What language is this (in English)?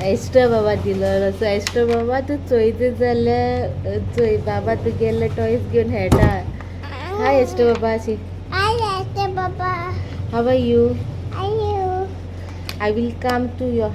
Konkani